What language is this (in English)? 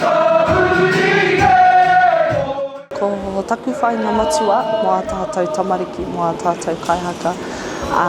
Māori